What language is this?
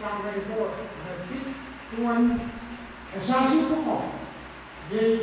Pohnpeian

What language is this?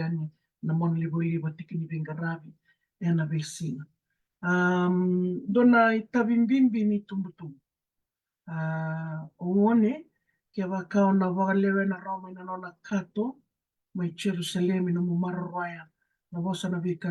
Fijian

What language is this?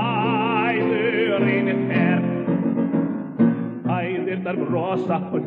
Icelandic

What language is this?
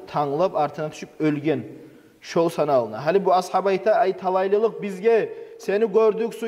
Kumyk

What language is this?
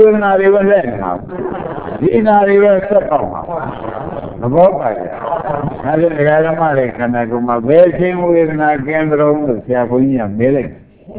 Burmese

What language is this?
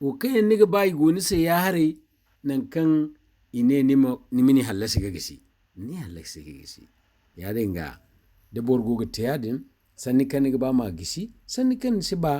Zarma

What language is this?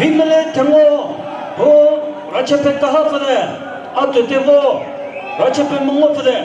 Chokri Naga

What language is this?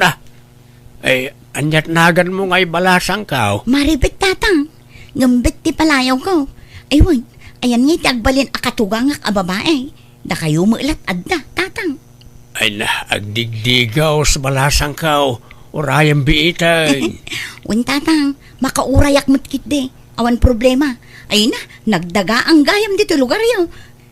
Iloko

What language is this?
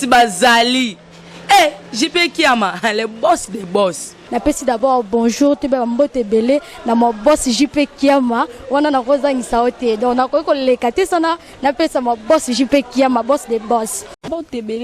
Lingala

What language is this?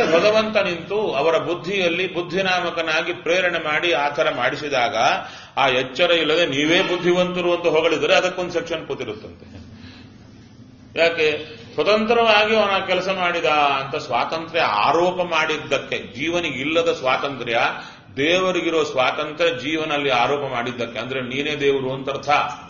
Kannada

